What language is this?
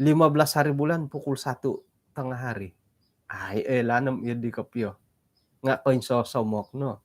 Central Dusun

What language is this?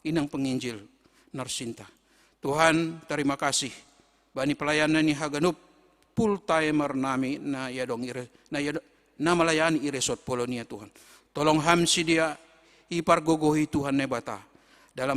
Batak Simalungun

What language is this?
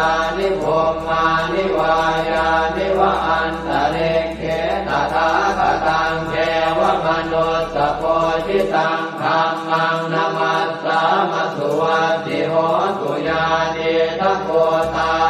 Pali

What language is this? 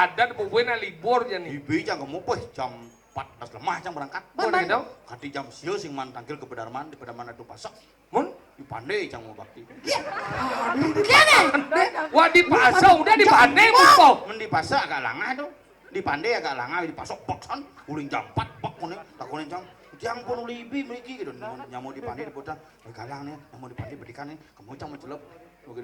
Balinese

